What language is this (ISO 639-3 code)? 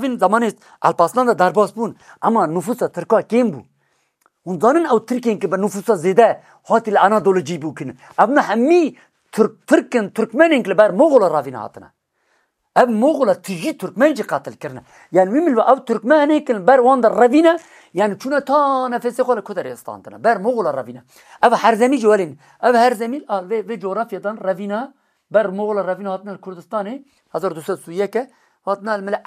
kur